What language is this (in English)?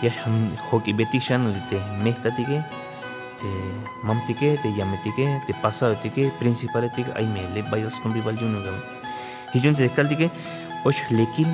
Tzeltal